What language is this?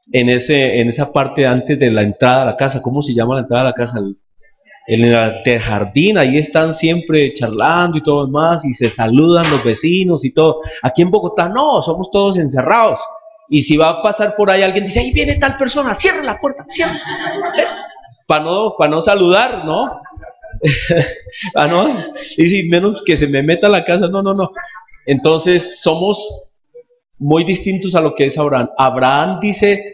Spanish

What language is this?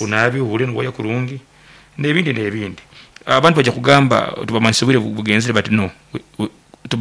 Nyoro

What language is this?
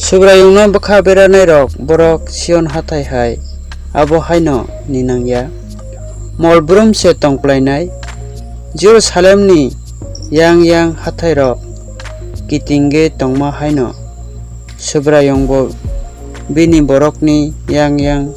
Kok Borok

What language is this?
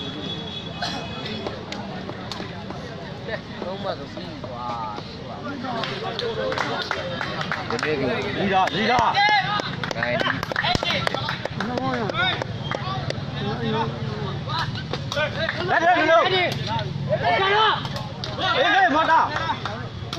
Burmese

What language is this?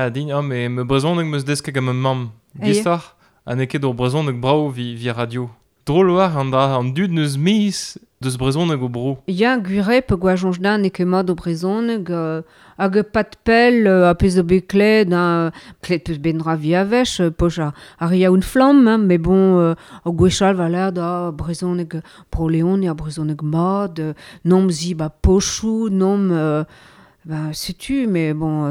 Breton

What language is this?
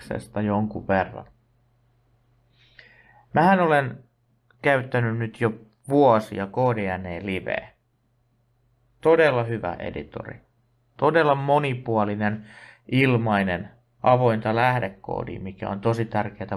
Finnish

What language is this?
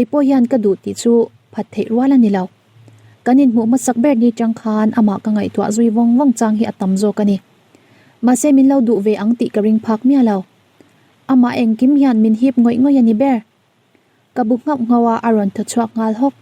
Mizo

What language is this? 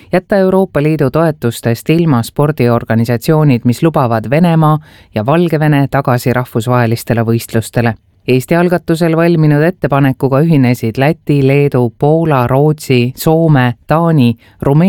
Estonian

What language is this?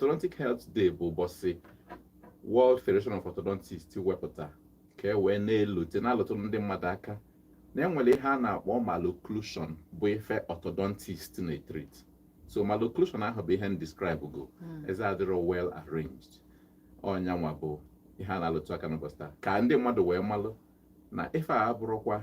Igbo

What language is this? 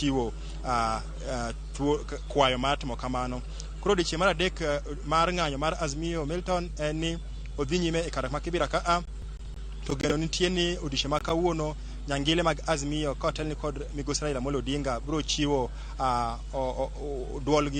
Luo (Kenya and Tanzania)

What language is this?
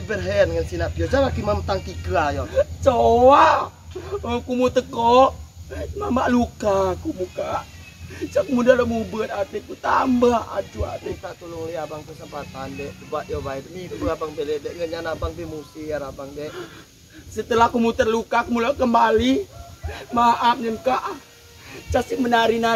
Rejang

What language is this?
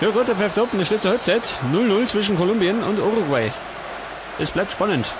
Bavarian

